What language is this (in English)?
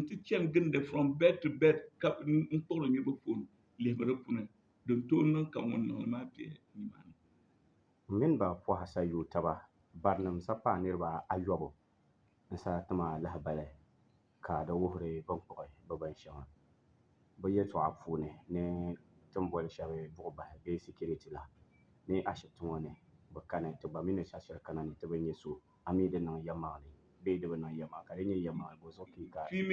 Dagbani